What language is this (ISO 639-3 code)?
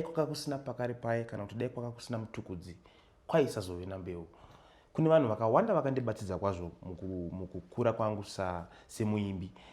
sna